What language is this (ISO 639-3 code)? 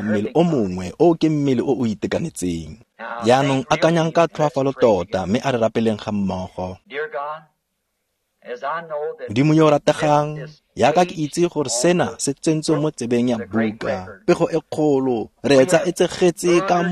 tsn